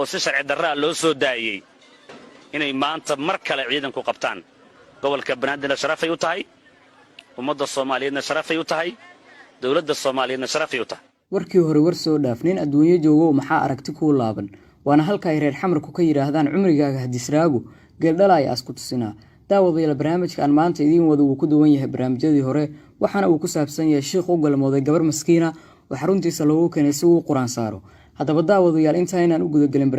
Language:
Somali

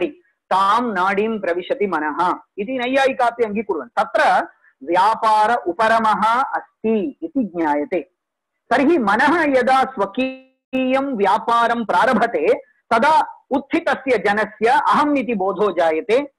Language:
Sanskrit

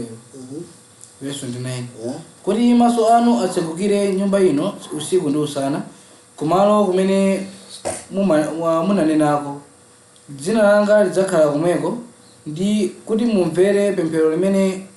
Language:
Nyanja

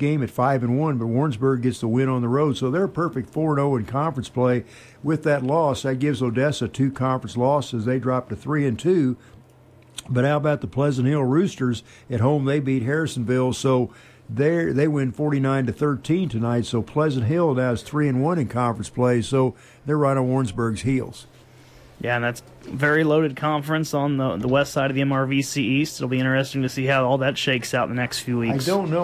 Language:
English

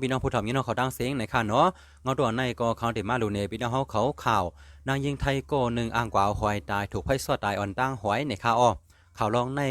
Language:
Shan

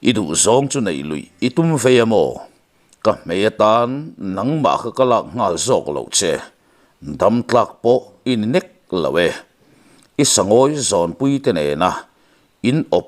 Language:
Mizo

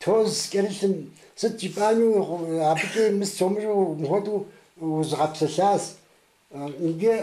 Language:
Kabardian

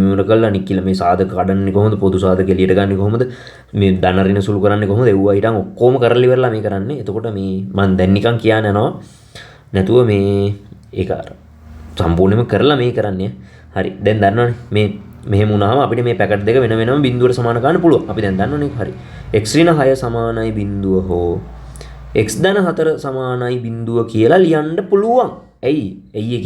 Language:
Sinhala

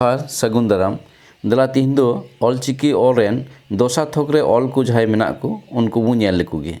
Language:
Santali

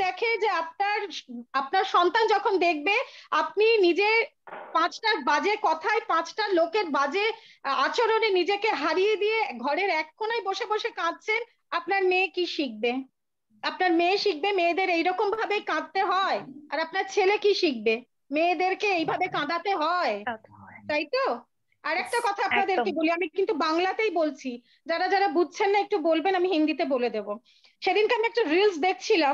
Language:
Bangla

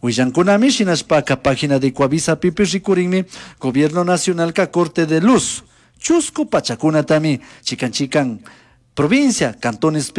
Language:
Chimborazo Highland Quichua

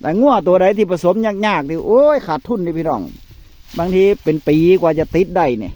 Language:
Northeastern Thai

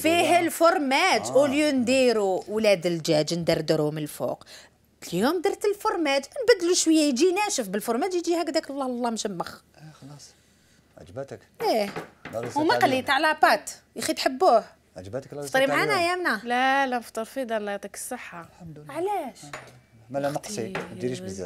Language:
Algerian Arabic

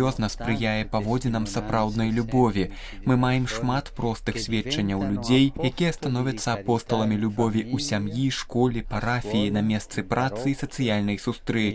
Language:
Belarusian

